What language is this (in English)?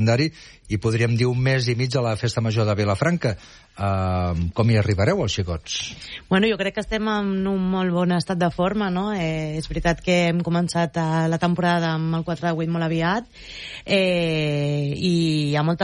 Catalan